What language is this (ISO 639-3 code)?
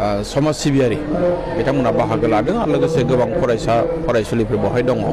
brx